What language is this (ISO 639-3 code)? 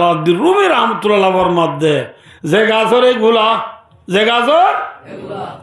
rhg